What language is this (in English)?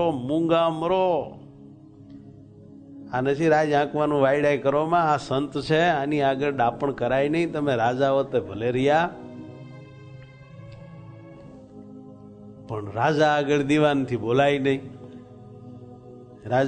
Gujarati